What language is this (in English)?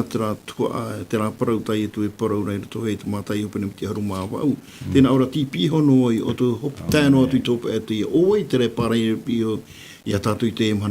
Tahitian